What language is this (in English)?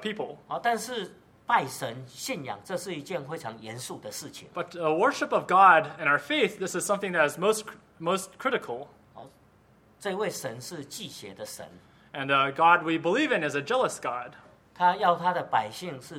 Chinese